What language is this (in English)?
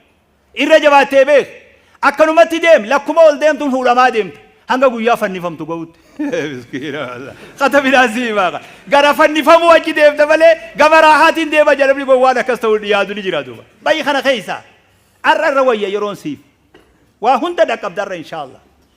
Oromo